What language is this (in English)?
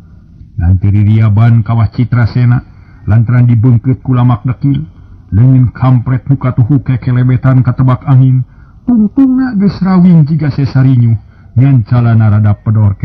Sundanese